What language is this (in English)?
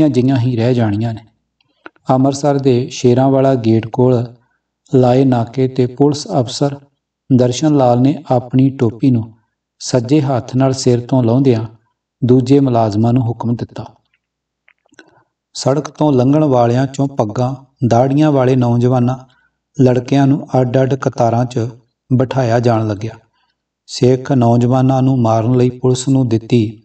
Punjabi